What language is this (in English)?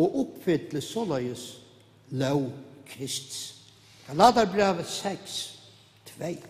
Faroese